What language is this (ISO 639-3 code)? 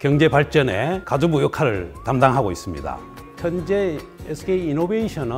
kor